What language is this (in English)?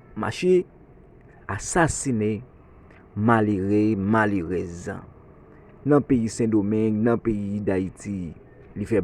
Haitian Creole